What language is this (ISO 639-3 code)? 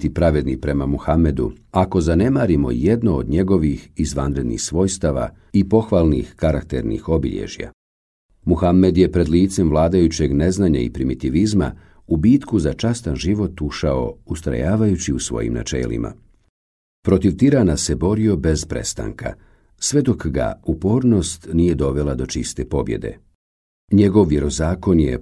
bos